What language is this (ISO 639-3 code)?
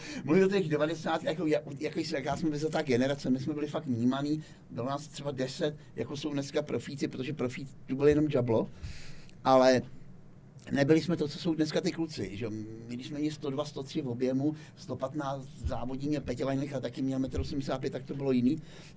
ces